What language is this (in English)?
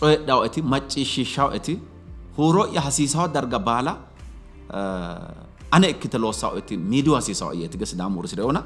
Sidamo